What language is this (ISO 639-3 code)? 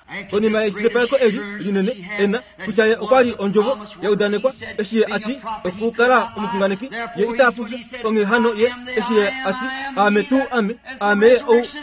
kua